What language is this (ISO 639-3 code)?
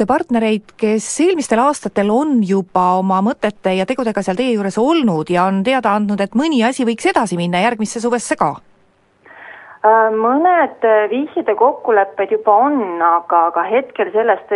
est